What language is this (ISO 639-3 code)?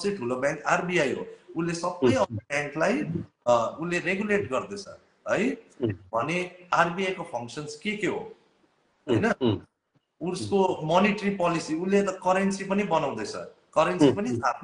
nep